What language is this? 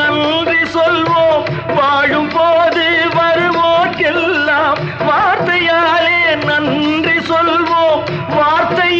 Tamil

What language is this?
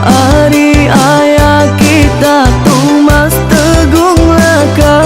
Iban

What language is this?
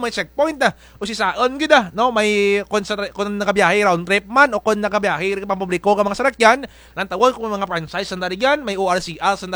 Kinaray-a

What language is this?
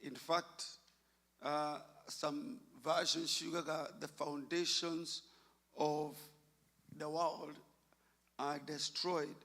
Kikuyu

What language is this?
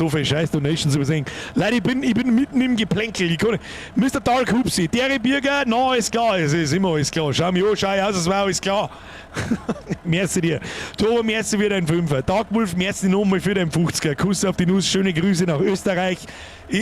Bavarian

